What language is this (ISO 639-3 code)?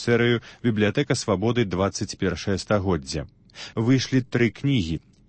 bel